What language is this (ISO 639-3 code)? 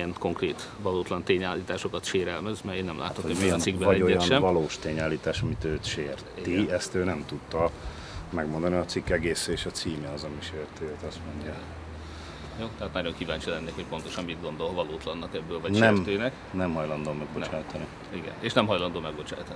hun